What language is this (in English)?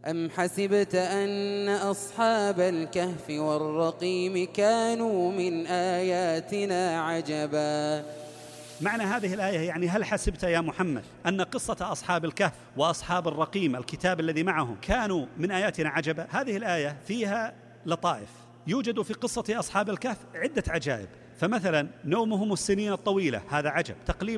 Arabic